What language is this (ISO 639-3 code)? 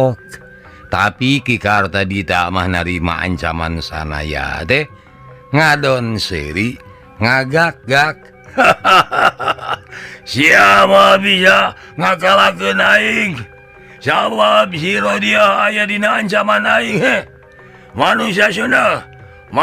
sun